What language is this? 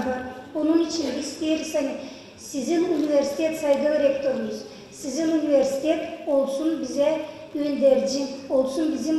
Gagauz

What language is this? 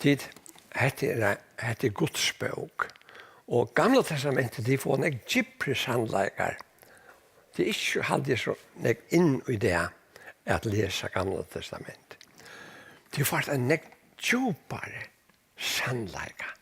Faroese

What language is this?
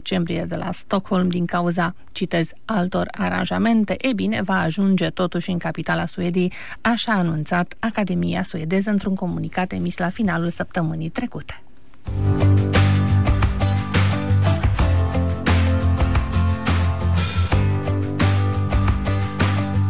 Romanian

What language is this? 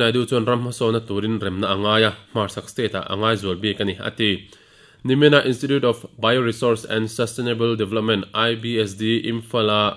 Mizo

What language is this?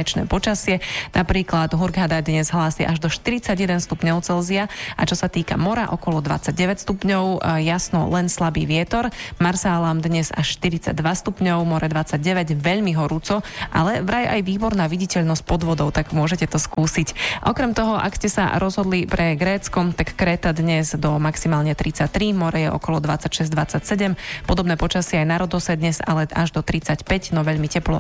Slovak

